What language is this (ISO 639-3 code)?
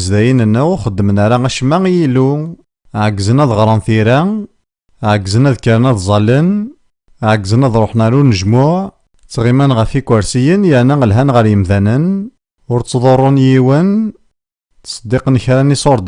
kab